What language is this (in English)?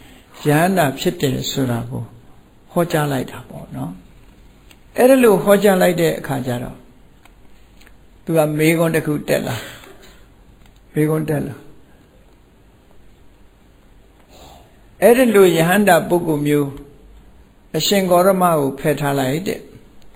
Burmese